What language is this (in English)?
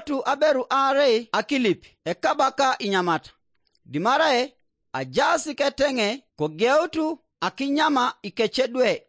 Teso